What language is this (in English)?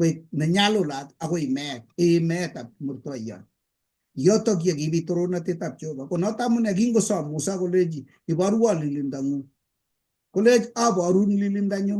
Kalenjin